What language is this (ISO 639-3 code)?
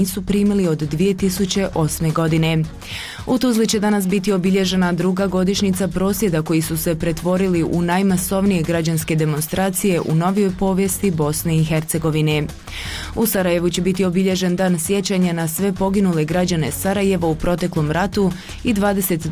bos